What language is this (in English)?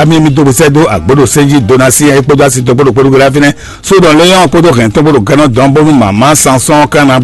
Fon